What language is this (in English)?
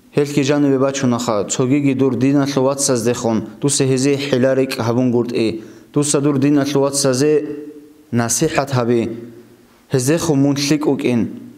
Avaric